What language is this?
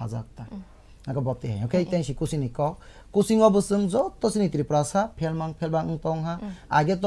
Kok Borok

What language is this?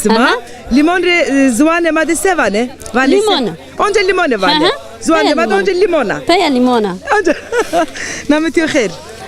Zaza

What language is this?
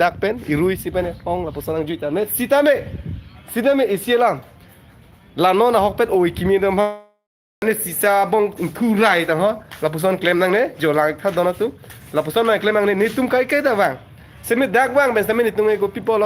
Karbi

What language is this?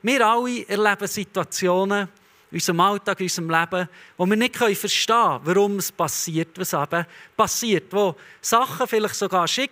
Swiss German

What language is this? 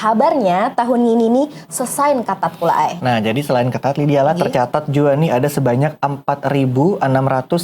Banjar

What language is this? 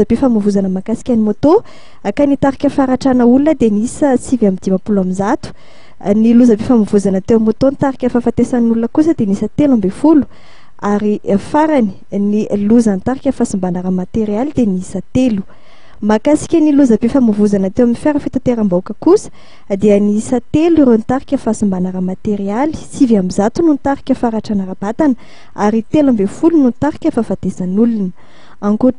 Malagasy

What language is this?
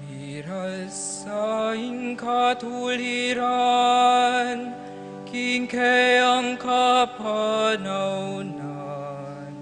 Pampanga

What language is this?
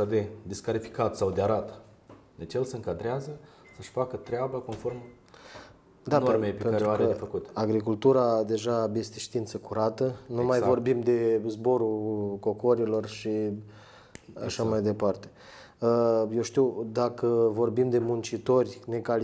Romanian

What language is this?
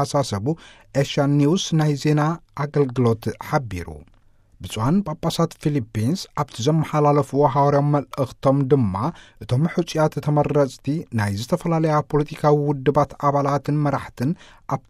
Tigrinya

